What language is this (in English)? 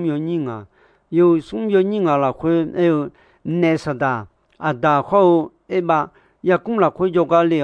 Akha